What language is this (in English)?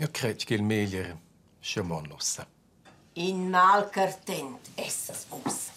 Romansh